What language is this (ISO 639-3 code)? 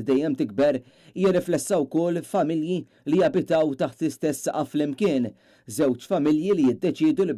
mlt